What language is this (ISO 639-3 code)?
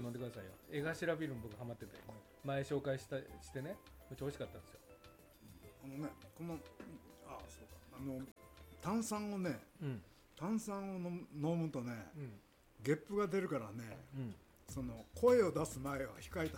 jpn